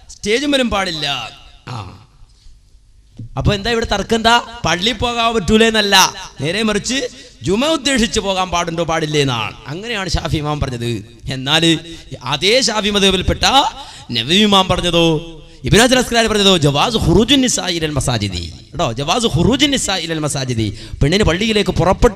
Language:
Malayalam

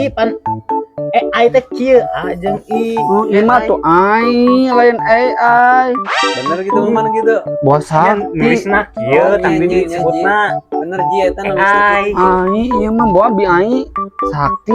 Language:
Sundanese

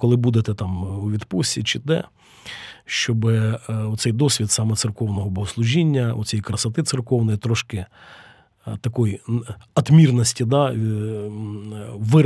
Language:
Ukrainian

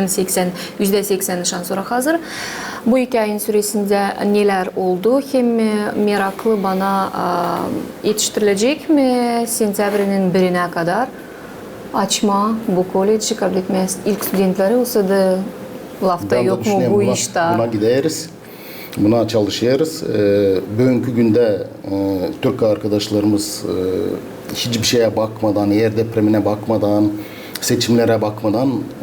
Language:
Gagauz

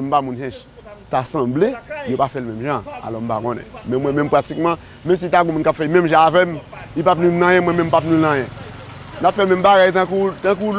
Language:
Haitian Creole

